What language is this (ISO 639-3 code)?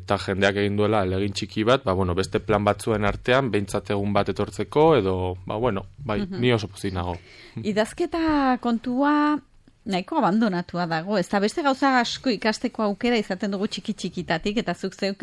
eus